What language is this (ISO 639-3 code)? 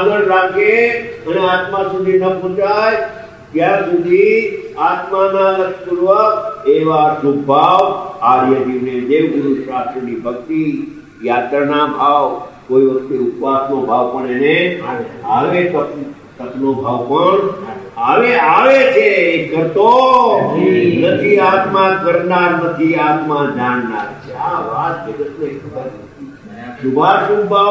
guj